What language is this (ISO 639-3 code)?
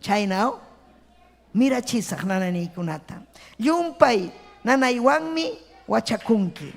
quy